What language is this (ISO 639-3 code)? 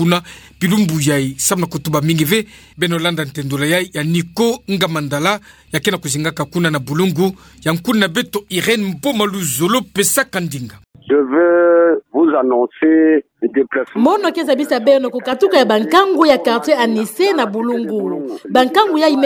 ktu